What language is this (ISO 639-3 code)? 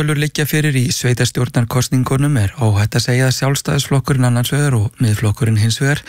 isl